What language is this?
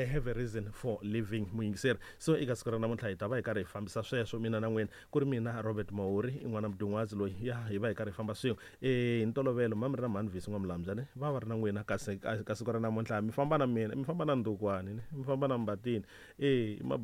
Tsonga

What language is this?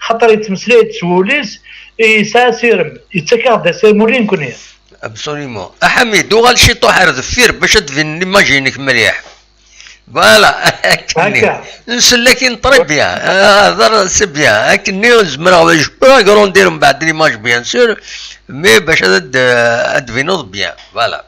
Kabyle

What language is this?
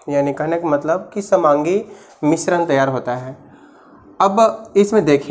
Hindi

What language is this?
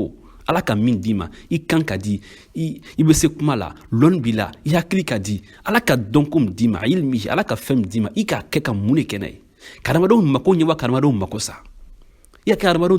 Bambara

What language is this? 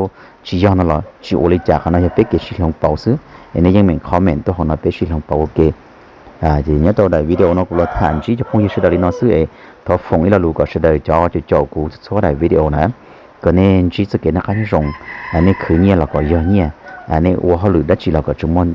Hmong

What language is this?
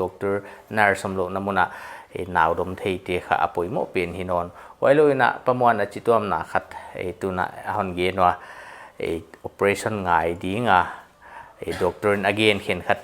Paite Chin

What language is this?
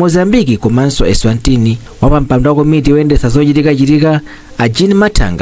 Nyanja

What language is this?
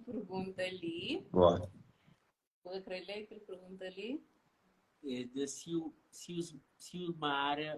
Kabuverdianu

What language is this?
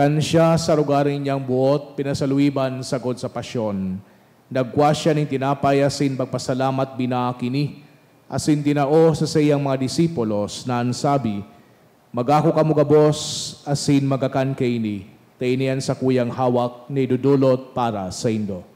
Bikol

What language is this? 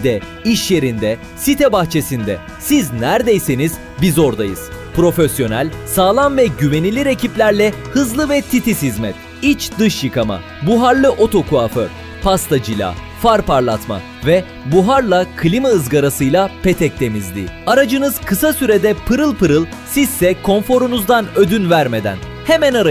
Turkish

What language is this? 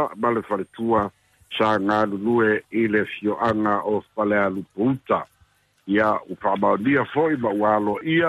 Samoan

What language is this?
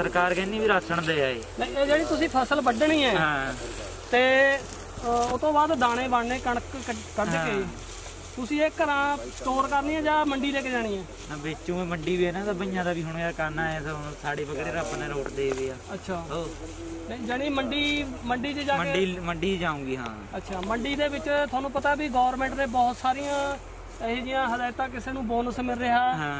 Punjabi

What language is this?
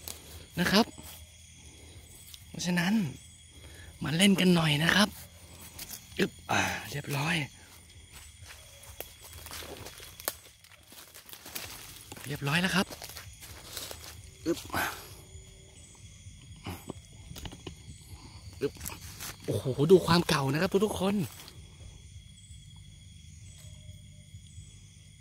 Thai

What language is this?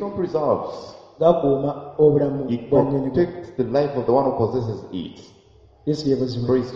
Ganda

